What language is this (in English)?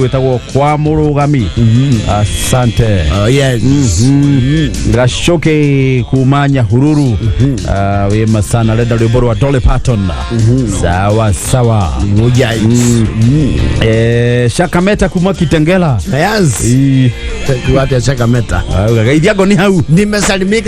Kikuyu